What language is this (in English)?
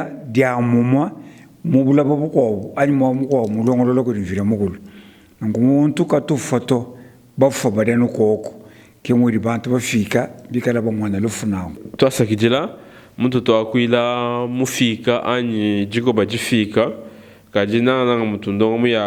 Luba-Lulua